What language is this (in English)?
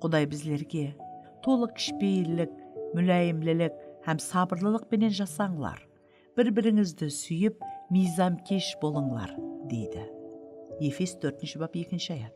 Kara-Kalpak